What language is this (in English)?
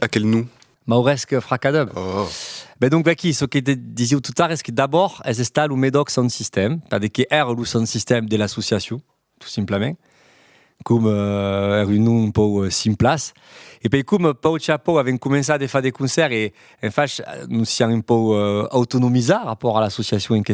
Occitan